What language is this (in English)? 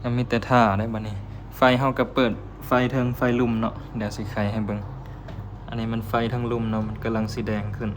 Lao